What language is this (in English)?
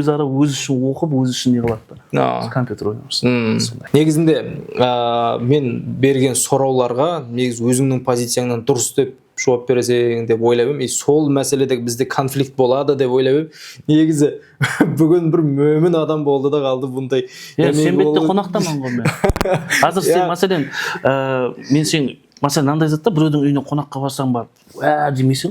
Kara-Kalpak